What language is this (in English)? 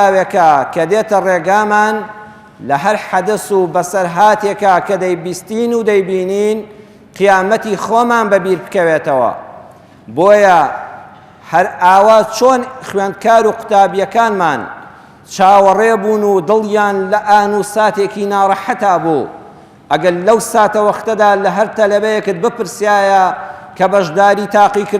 Central Kurdish